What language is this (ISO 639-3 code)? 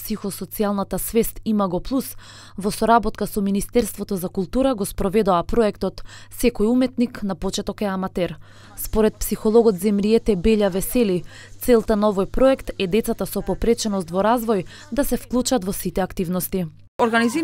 mkd